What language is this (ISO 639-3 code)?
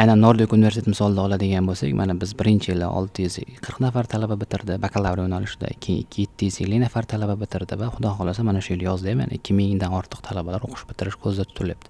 uzb